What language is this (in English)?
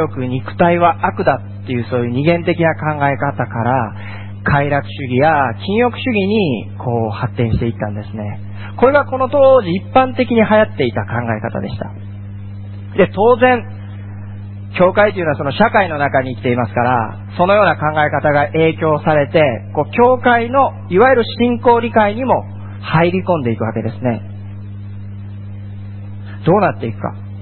Japanese